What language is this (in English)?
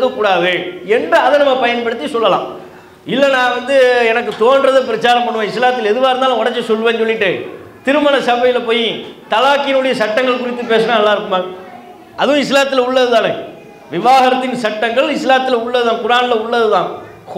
Tamil